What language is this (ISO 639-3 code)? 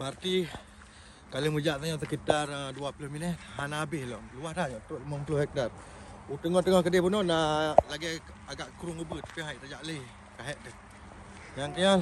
ace